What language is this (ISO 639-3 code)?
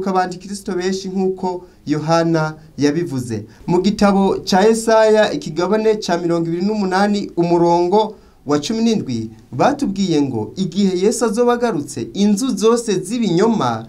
run